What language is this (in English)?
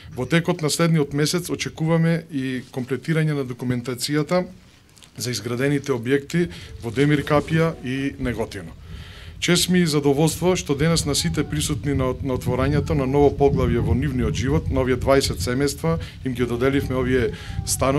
Macedonian